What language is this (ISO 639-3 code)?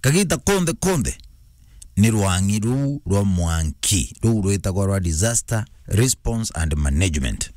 mer